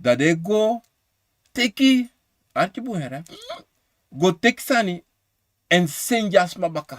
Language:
Sranan Tongo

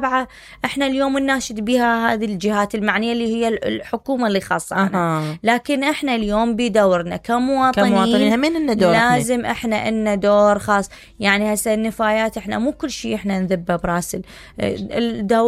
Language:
Mesopotamian Arabic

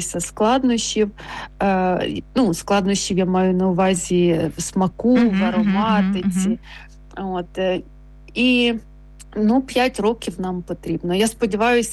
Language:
Ukrainian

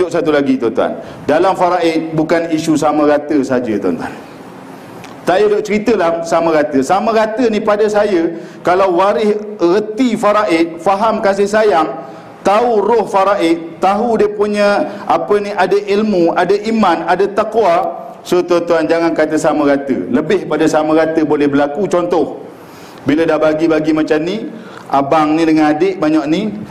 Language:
Malay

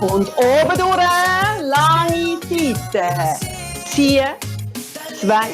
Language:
Swiss German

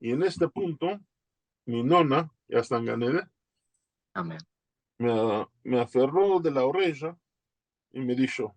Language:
Ladino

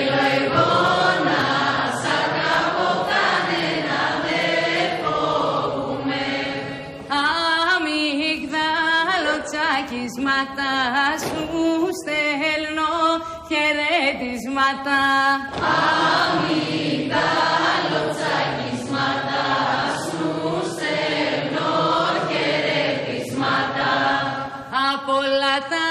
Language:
Greek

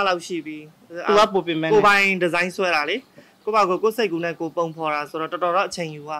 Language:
Burmese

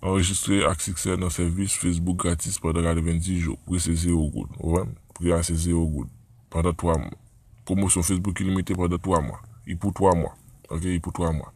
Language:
Haitian Creole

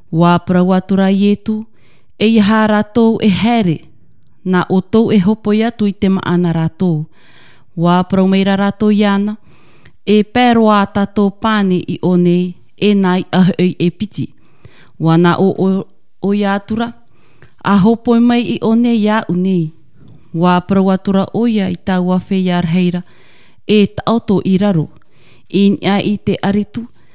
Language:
Tahitian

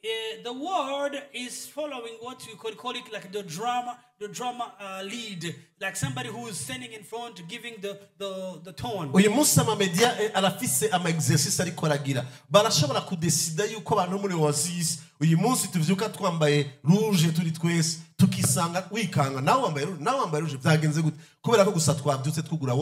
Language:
Rundi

